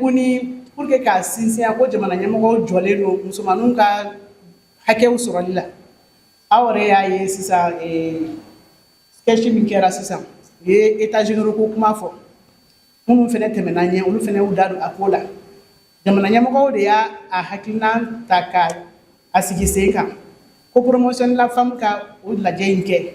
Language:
Bambara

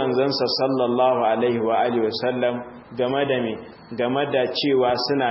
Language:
Hausa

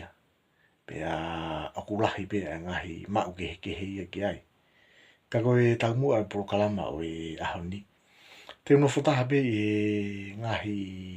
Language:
Tongan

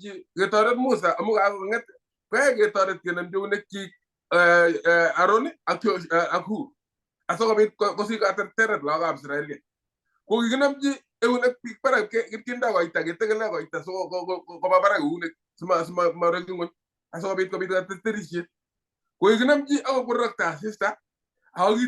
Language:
Kalenjin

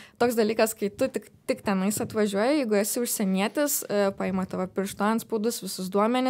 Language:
Lithuanian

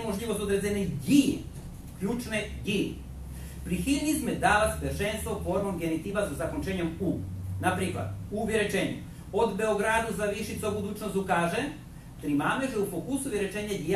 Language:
Rusyn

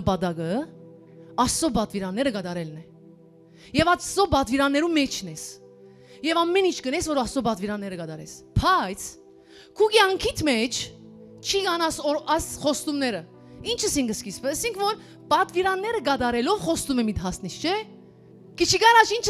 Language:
Western Armenian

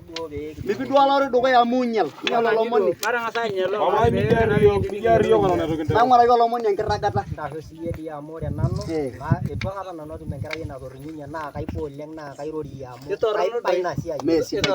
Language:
Masai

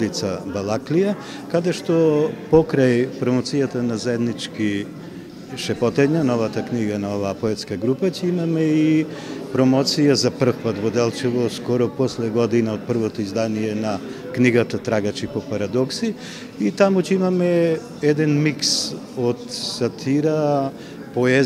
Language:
Macedonian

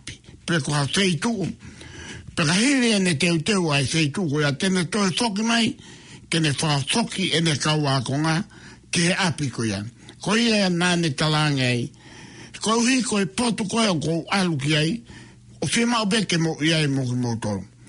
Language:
Tongan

